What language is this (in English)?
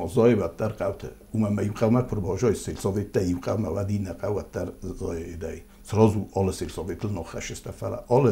Ossetic